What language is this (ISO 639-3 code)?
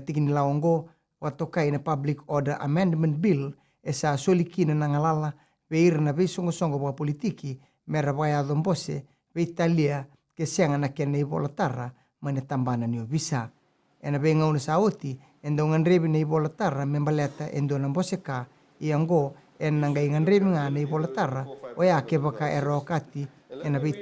fij